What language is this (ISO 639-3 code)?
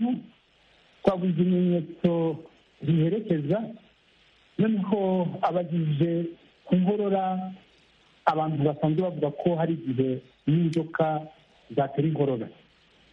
kin